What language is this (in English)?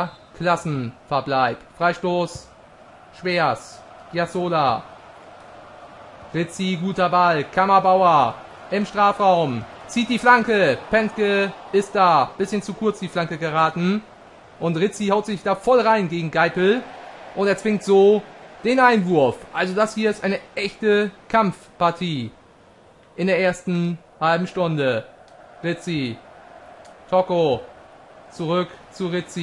German